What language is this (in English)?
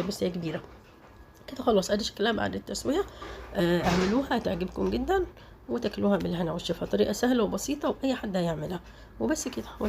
Egyptian Arabic